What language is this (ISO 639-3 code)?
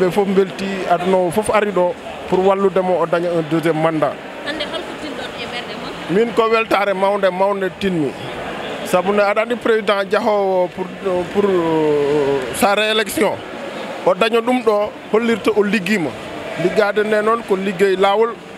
ful